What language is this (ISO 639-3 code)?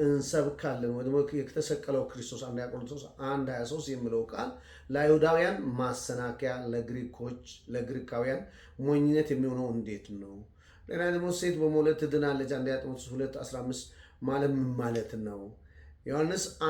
amh